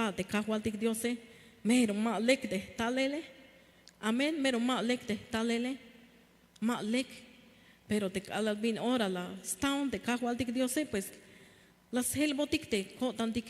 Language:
Tzeltal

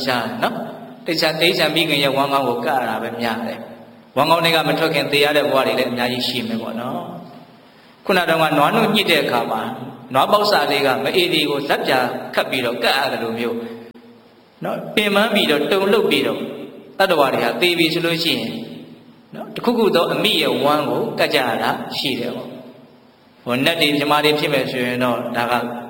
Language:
Burmese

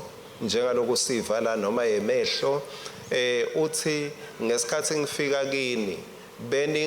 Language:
Swati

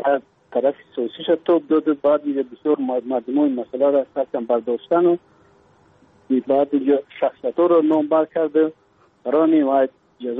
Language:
Persian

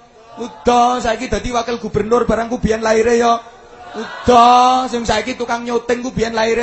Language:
Javanese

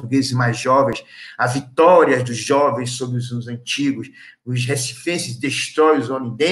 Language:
Portuguese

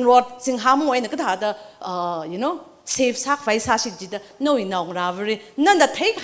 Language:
Tangkhul Naga (India)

